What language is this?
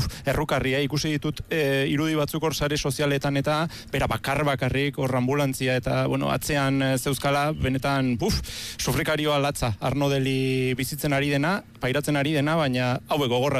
Basque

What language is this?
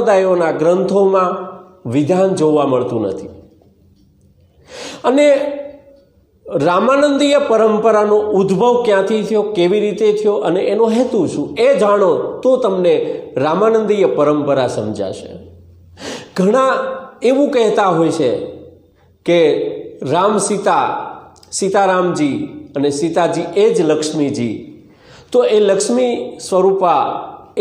Gujarati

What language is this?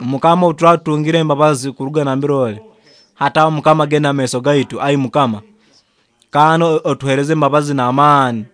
Nyoro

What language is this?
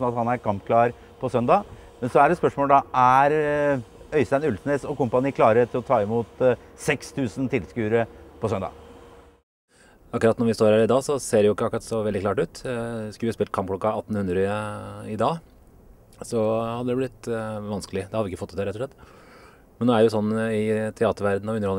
Norwegian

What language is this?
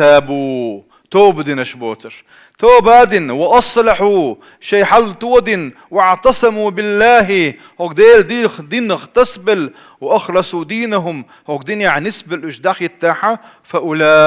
Chechen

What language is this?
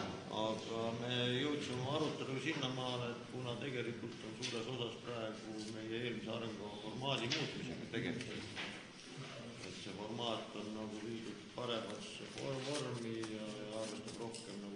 Estonian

